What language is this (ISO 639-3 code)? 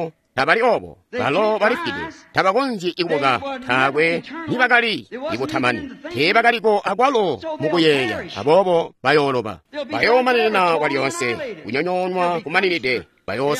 toi